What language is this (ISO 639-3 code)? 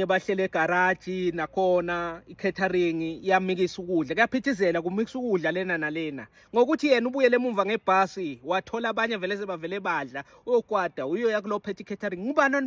zul